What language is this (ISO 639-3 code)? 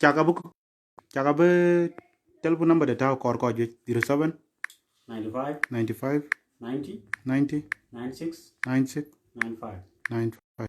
din